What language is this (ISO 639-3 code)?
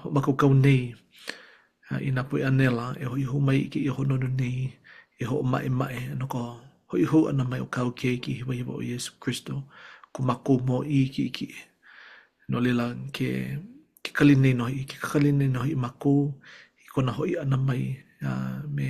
haw